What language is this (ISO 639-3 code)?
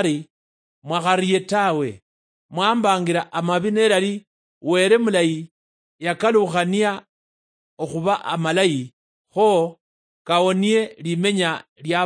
luy